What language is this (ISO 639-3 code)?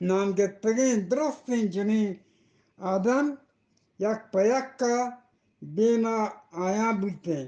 bgp